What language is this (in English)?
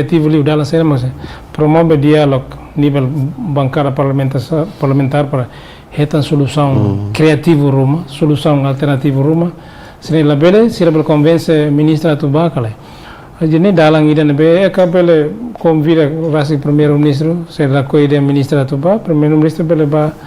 Tetum